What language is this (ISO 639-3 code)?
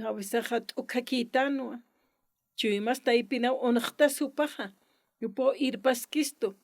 aym